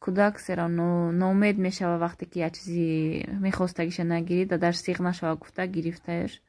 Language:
Tajik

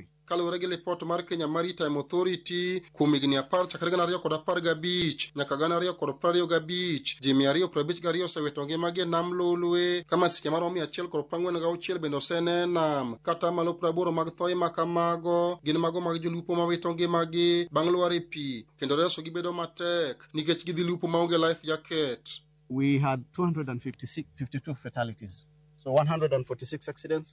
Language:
Luo (Kenya and Tanzania)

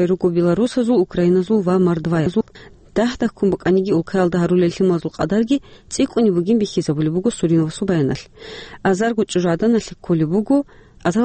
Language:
Avaric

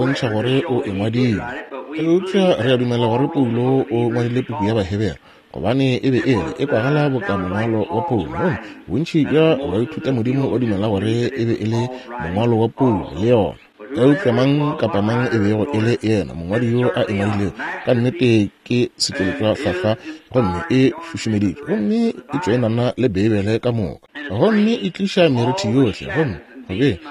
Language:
Northern Sotho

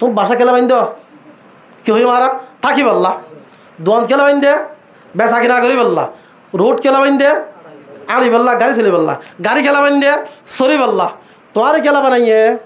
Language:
Rohingya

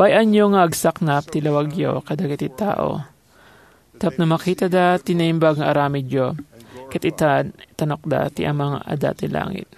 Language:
Iloko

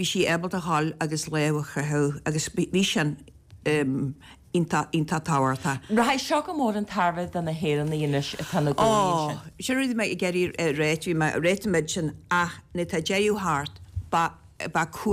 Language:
Irish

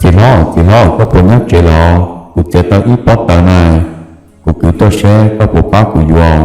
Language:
Hmong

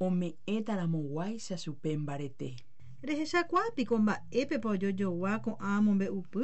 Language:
Guarani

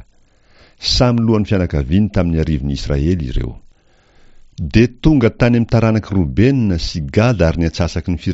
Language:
Malagasy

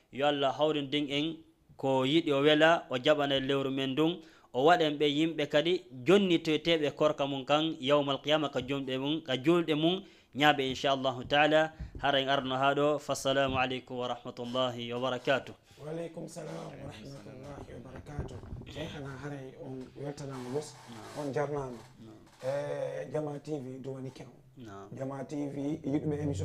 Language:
Fula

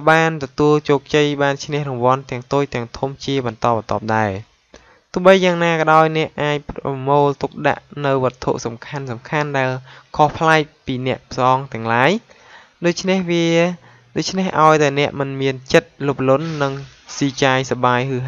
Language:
Khmer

